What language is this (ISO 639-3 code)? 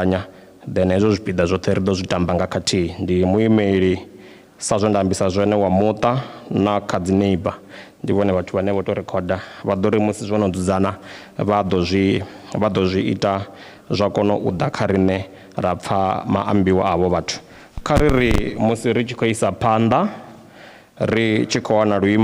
ven